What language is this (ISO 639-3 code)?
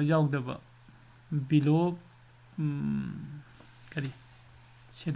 mni